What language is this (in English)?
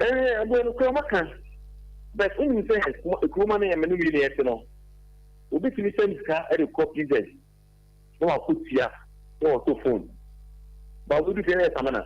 Akan